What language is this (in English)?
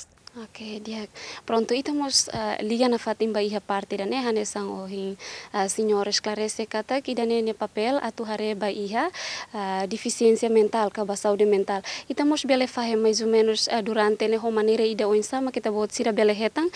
Tetum